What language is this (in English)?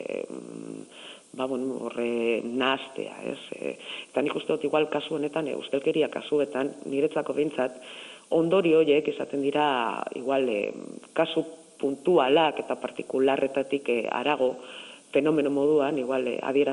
Basque